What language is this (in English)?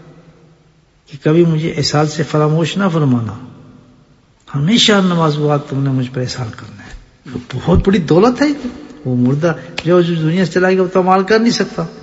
Urdu